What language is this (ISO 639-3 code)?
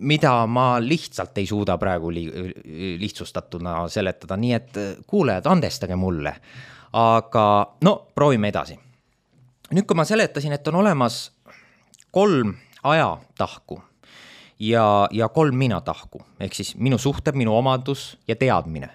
est